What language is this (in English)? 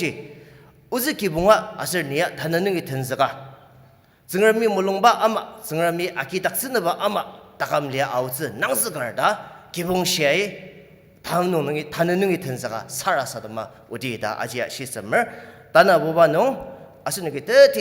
Ao Naga